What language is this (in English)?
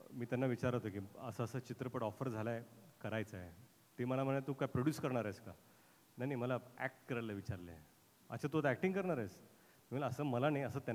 Marathi